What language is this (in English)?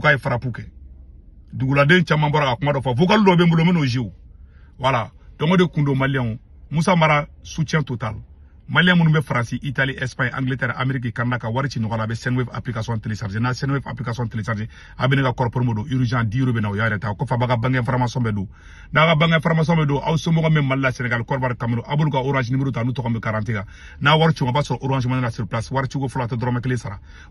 Bambara